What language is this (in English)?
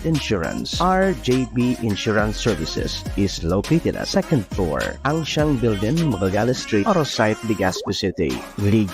Bikol